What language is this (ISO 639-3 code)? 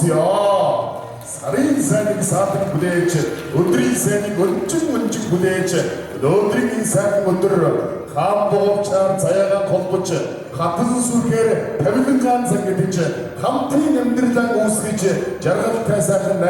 mon